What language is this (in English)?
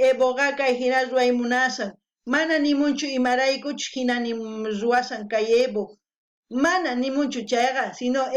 South Bolivian Quechua